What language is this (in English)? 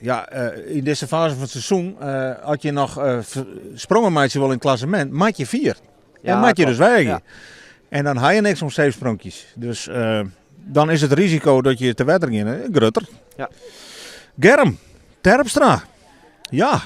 Western Frisian